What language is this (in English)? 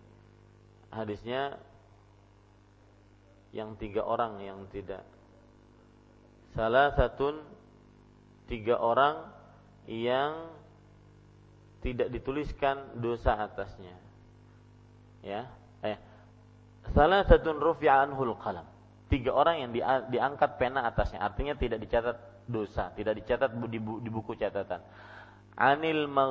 Indonesian